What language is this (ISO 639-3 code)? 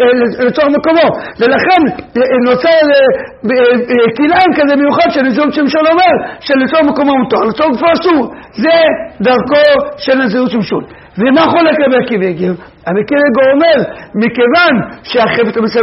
heb